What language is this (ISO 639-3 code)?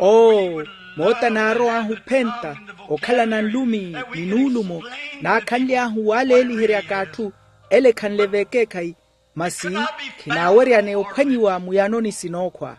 vmw